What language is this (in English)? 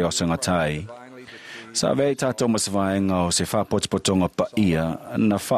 Samoan